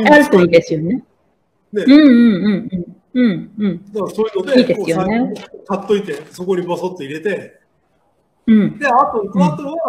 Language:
Japanese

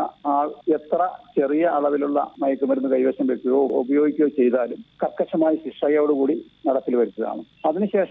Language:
Malayalam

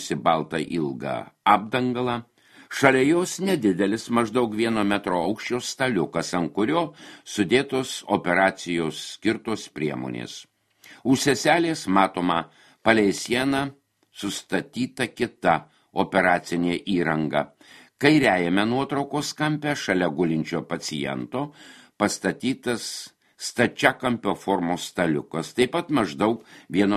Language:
Lithuanian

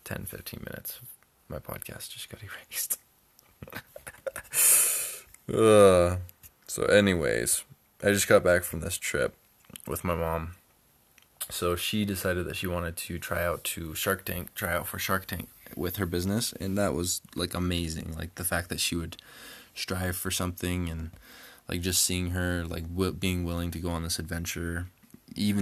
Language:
English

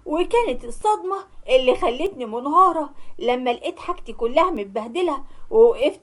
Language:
Egyptian Arabic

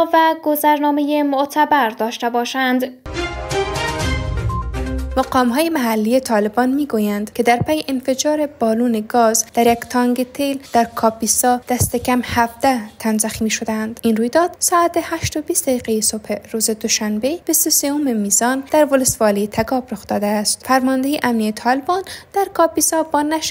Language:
Persian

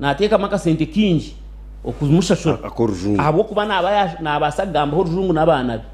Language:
Nyankole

